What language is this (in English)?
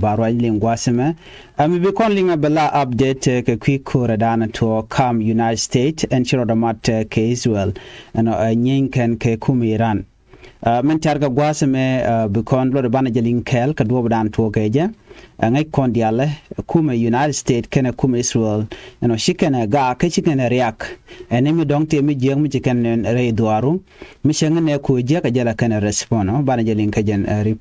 Nuer